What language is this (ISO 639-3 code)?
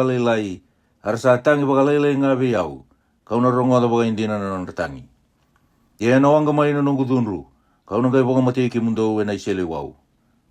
fij